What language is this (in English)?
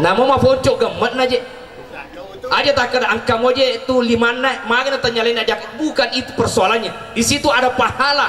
Buginese